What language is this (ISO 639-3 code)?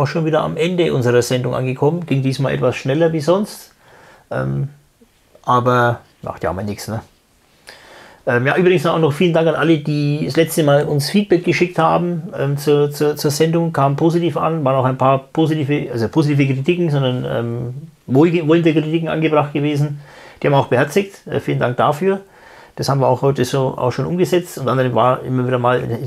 deu